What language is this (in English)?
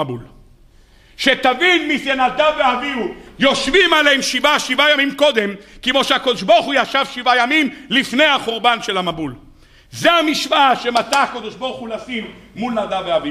Hebrew